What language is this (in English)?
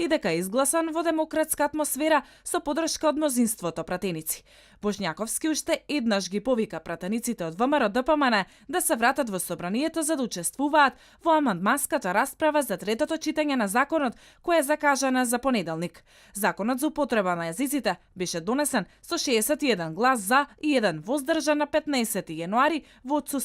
Macedonian